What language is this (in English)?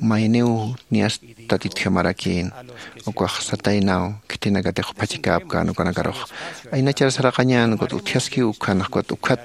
Aymara